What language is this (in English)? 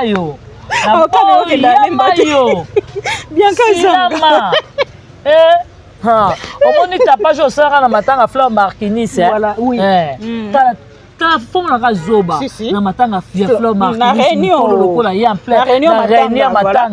Lingala